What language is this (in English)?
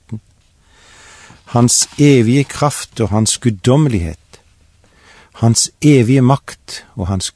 Norwegian